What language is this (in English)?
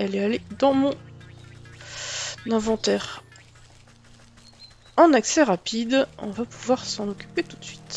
French